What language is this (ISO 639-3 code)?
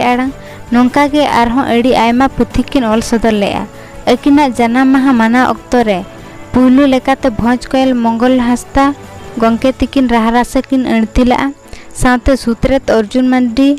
sat